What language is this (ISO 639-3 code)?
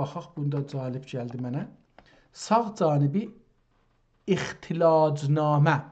azb